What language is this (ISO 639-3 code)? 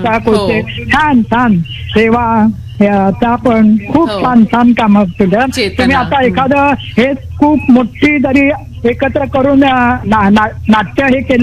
mar